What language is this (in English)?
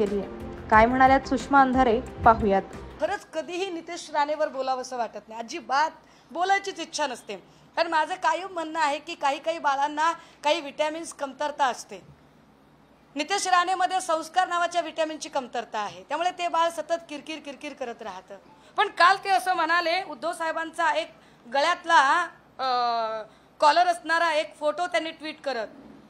Marathi